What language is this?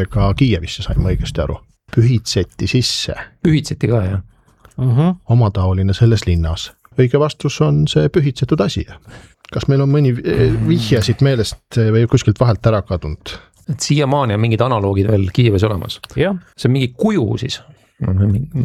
Estonian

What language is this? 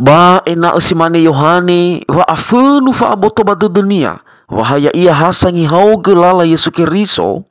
Nias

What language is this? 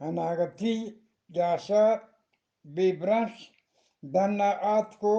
Eastern Balochi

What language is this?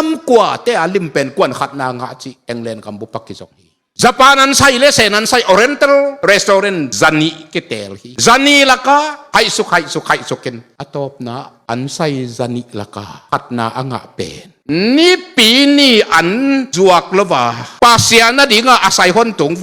Tedim Chin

